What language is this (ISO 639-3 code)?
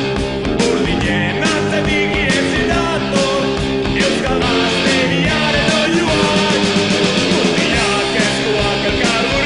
eus